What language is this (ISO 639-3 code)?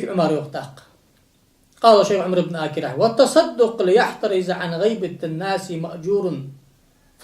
inh